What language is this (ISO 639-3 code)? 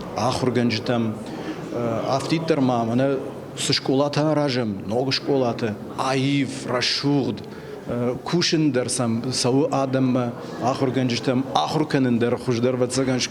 oss